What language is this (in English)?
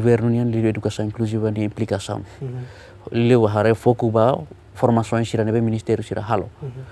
Tetum